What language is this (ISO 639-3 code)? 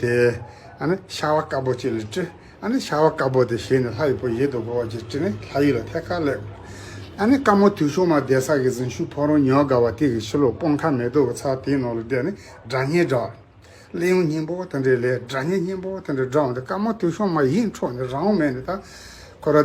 bod